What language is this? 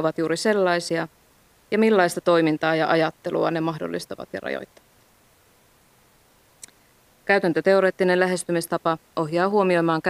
Finnish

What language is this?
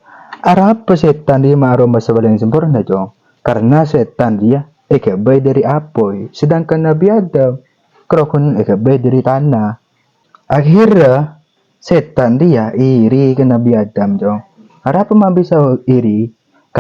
Madurese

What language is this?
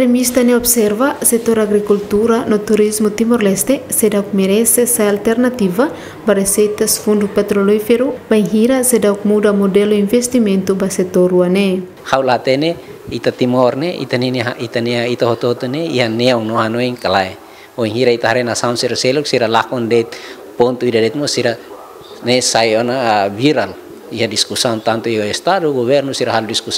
Tetum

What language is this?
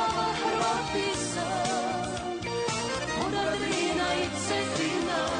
Croatian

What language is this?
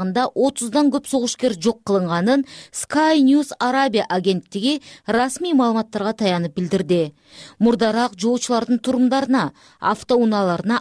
Kyrgyz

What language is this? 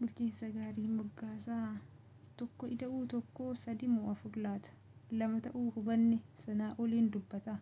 Oromo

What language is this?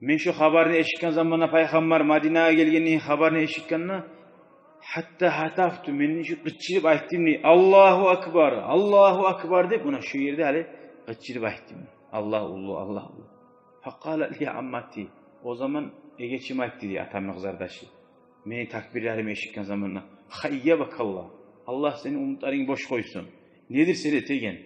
Kumyk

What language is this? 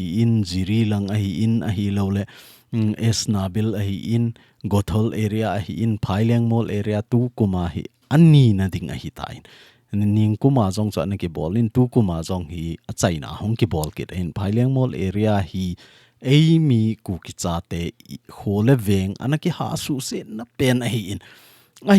Thado Chin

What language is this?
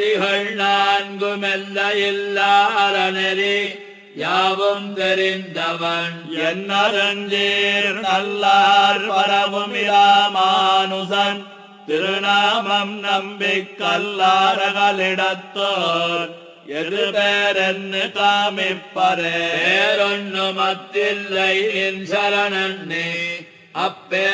Tamil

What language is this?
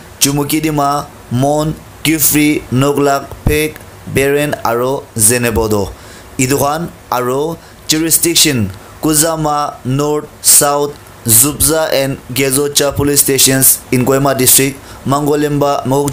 Naga Pidgin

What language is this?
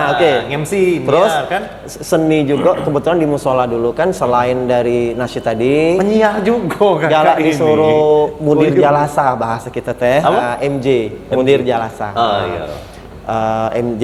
Musi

